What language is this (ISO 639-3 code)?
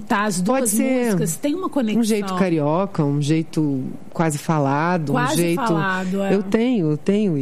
por